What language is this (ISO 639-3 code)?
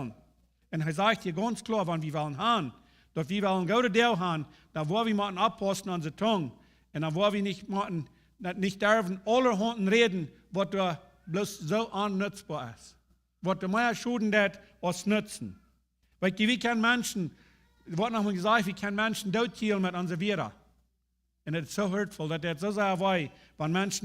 pdt